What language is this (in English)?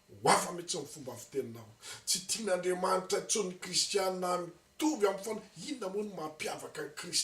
Malagasy